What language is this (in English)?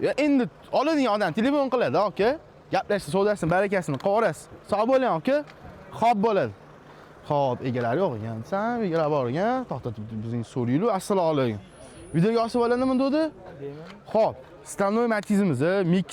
Uzbek